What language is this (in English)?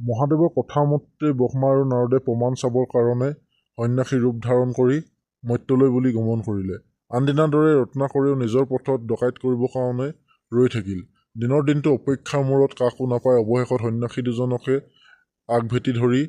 Assamese